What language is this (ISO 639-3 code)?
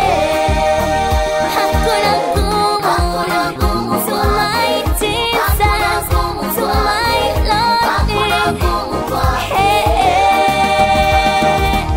swa